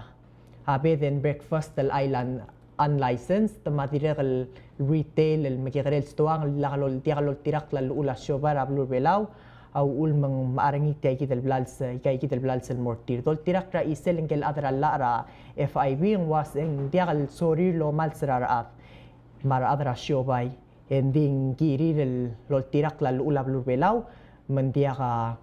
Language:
Palauan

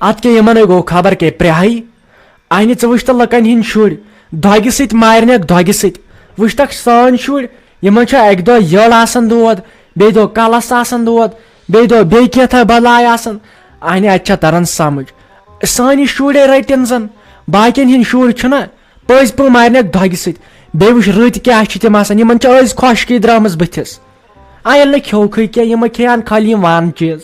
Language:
Kashmiri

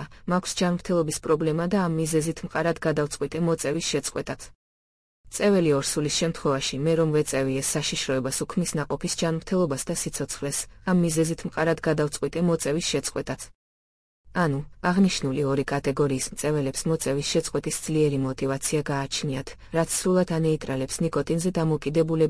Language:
Georgian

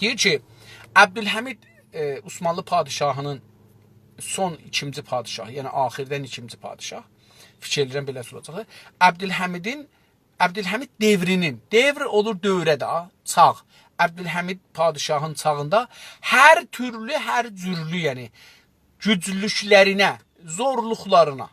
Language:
South Azerbaijani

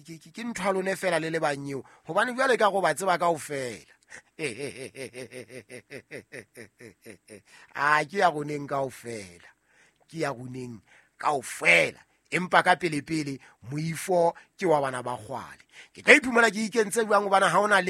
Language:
Southern Sotho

